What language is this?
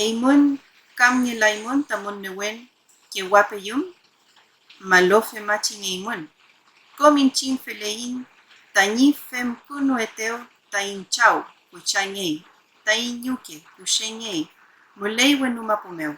Mapuche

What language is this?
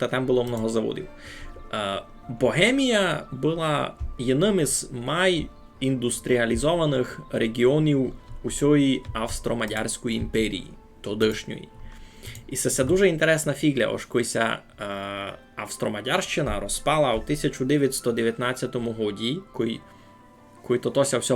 Rusyn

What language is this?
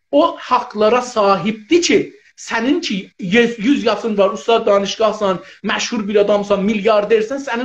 South Azerbaijani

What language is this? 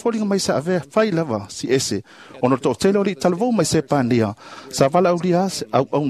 Samoan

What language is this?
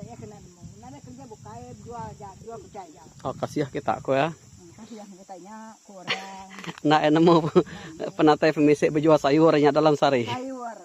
Iban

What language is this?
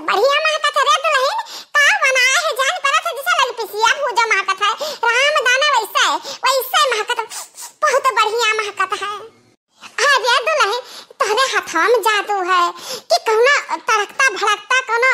Awadhi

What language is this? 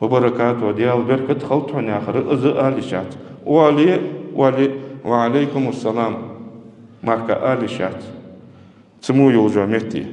Ingush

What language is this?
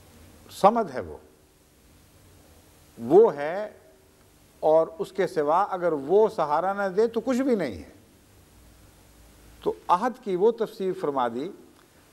Urdu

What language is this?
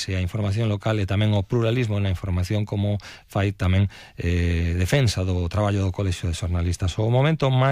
Galician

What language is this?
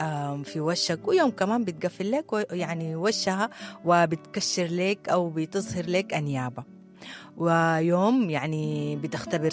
Sudanese Arabic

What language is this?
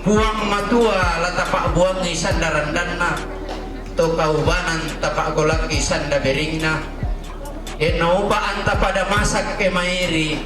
Toraja-Sa'dan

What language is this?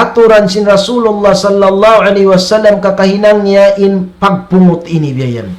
Tausug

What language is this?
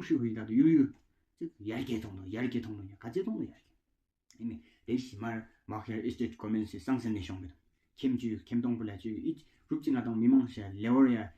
Tawang Monpa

